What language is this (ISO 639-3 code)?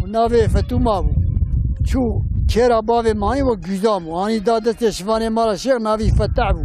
kur